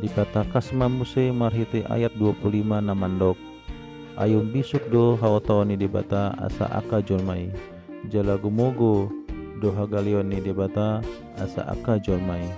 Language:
Batak Toba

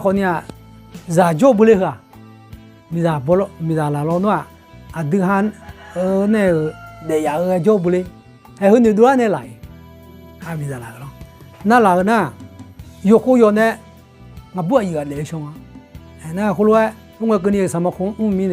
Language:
Akha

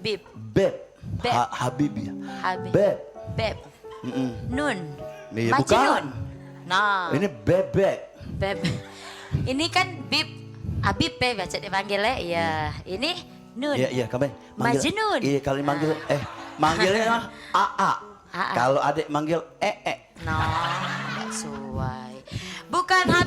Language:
Musi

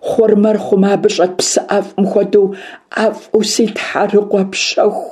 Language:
Kabardian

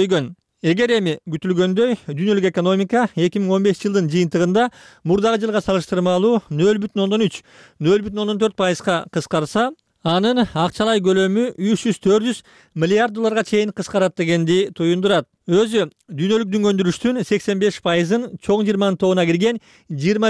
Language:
Kyrgyz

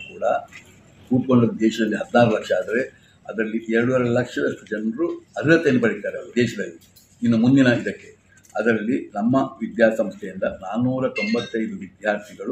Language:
Kannada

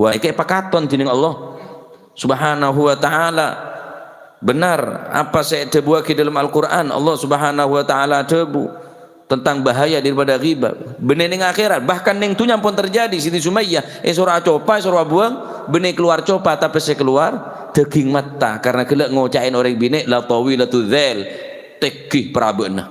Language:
Madurese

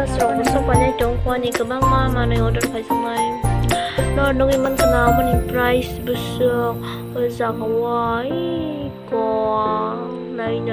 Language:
Kok Borok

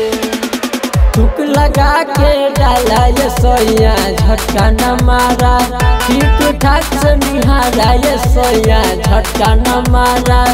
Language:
Bhojpuri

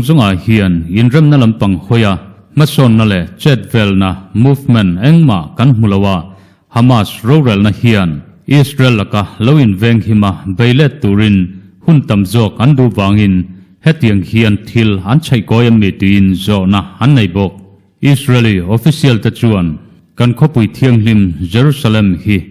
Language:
Mizo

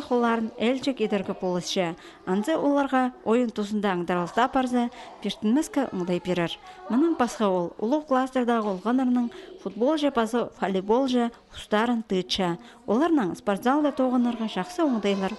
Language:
Khakas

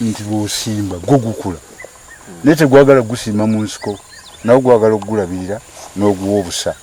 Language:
Ganda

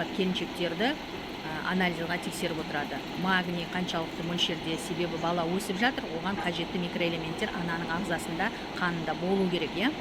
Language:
Kazakh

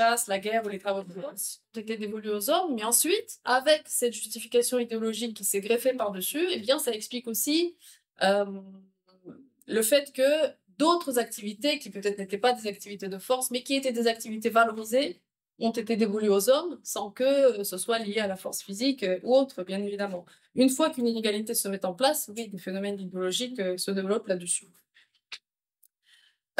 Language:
French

